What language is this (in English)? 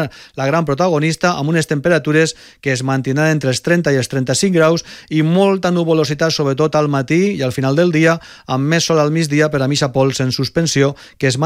Catalan